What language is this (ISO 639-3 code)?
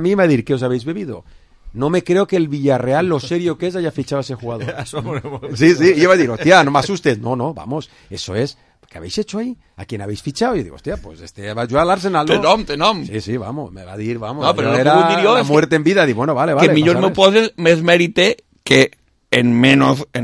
cat